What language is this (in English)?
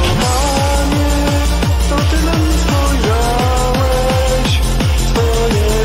Polish